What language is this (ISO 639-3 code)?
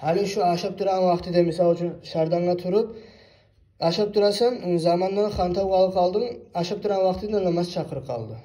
kum